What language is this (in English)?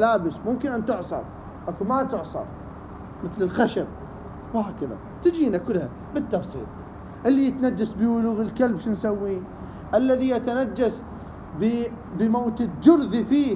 Mesopotamian Arabic